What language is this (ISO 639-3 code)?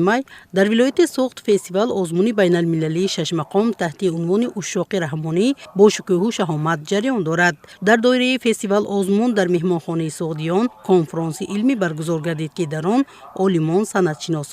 tgk